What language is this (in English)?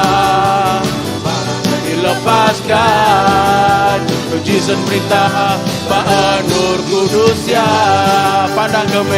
Iban